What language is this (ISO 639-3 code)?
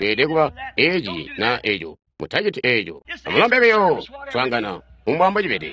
toi